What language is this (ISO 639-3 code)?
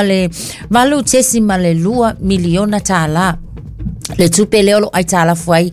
smo